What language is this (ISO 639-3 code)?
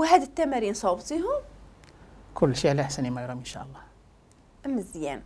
ary